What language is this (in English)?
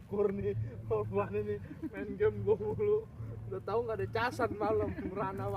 Betawi